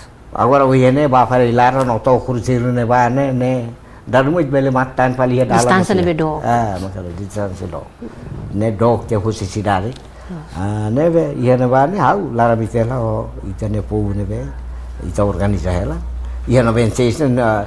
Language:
Tetum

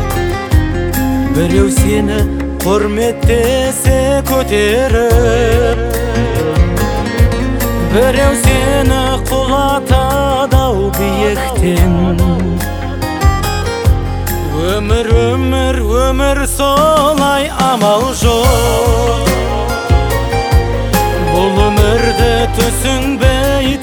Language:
Kazakh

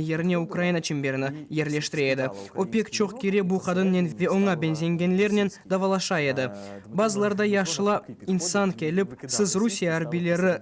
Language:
Crimean Tatar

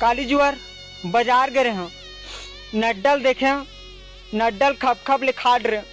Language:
Chhattisgarhi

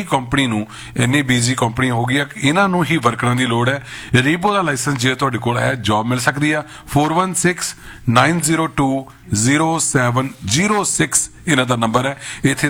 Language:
Punjabi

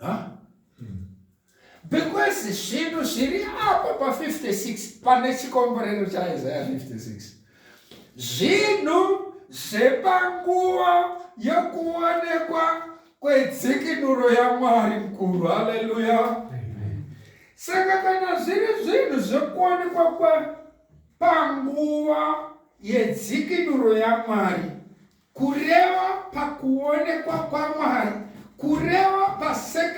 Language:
Shona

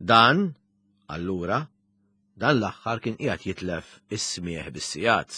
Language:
Maltese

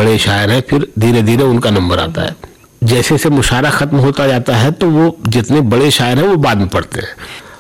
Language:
Hindi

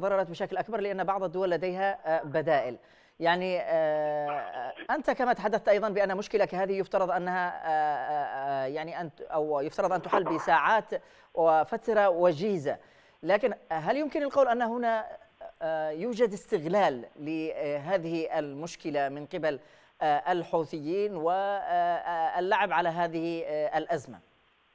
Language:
Arabic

